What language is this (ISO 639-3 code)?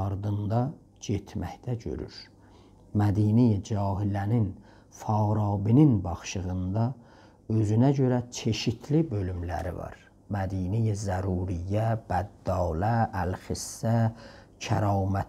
azb